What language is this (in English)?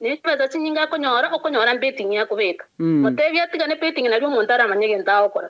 Gusii